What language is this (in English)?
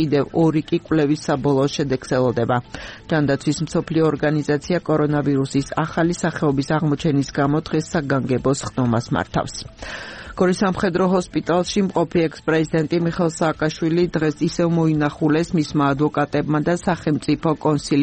Georgian